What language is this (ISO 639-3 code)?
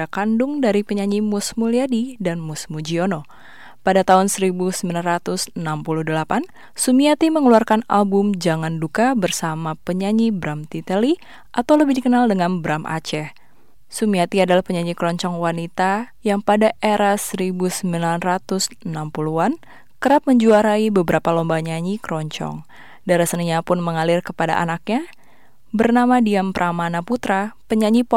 ind